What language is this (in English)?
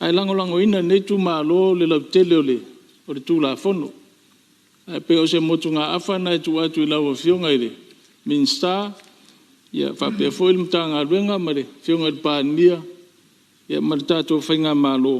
Samoan